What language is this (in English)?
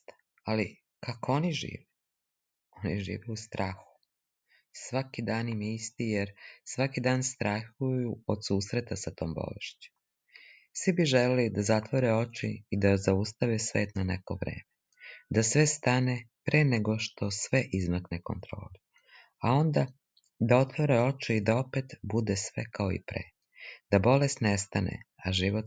Serbian